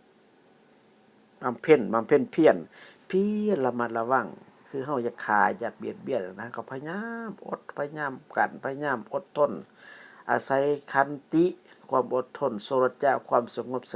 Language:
Lao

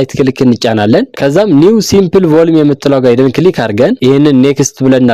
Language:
Amharic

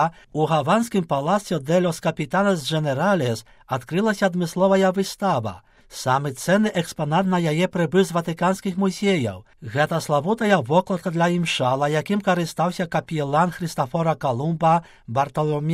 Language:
Belarusian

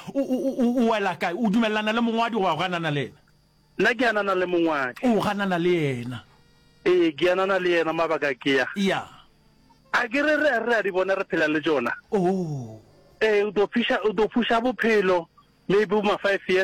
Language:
Northern Sotho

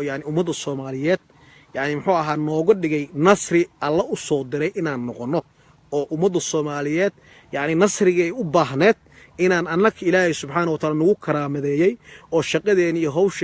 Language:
Somali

